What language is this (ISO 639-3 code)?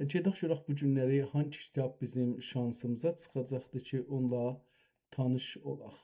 azb